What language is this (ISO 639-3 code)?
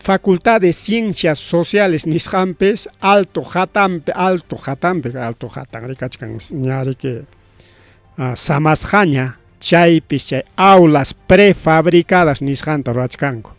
quy